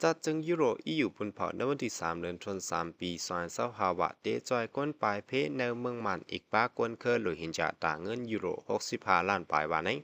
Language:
Shan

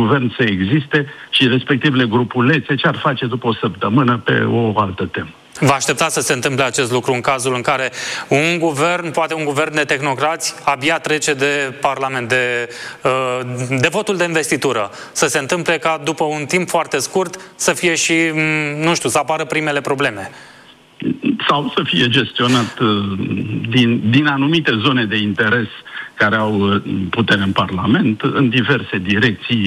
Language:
Romanian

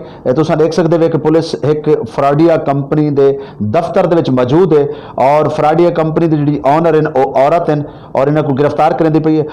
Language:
Saraiki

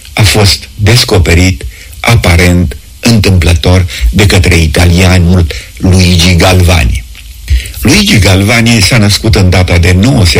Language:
Romanian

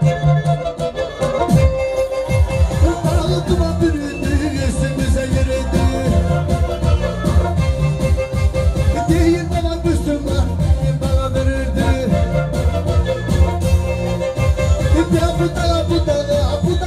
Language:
Turkish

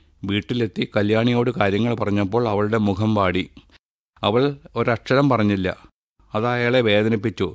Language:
Malayalam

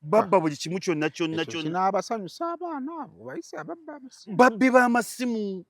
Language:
Ganda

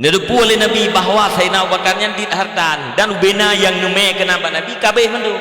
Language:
Achinese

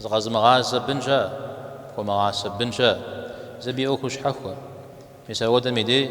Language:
Kabardian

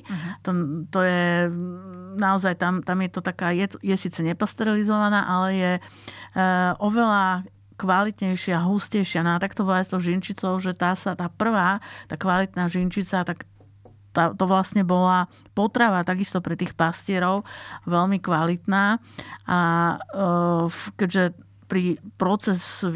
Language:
Slovak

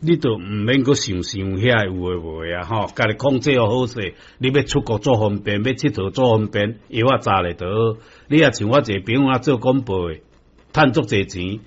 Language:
Min Nan Chinese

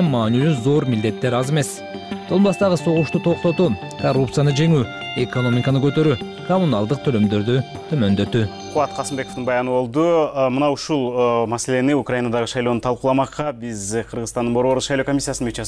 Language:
Kyrgyz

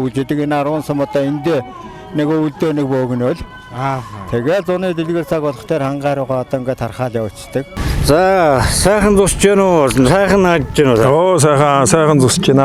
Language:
Mongolian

